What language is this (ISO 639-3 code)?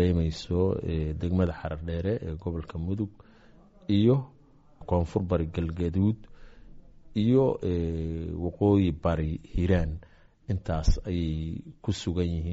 som